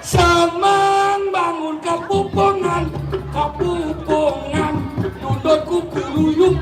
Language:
Balinese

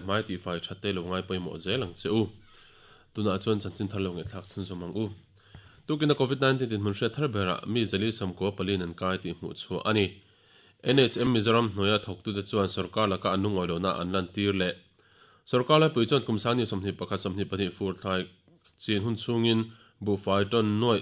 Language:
Mizo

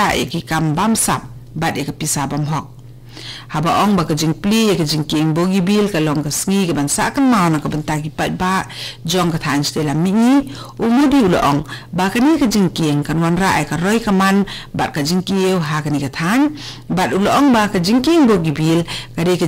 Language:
Khasi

